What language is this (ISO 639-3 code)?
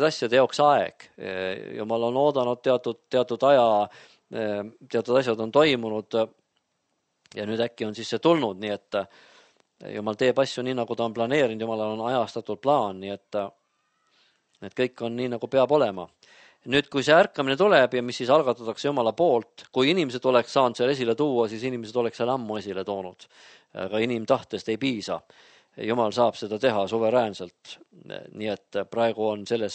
est